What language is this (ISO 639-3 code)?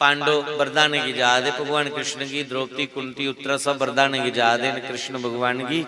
doi